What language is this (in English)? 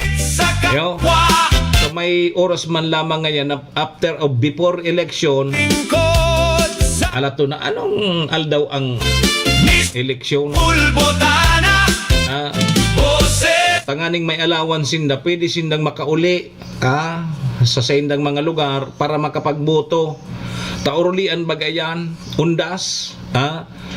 Bikol